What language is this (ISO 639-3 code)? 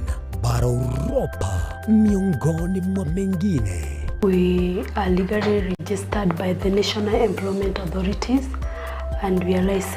guz